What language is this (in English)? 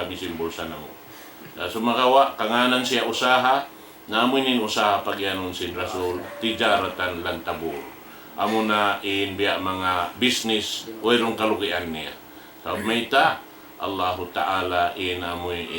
Tausug